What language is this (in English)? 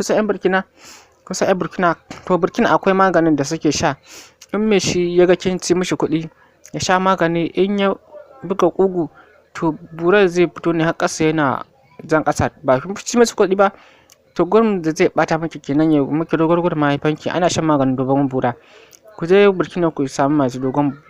Hausa